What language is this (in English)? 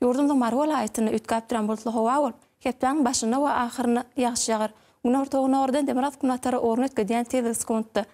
Turkmen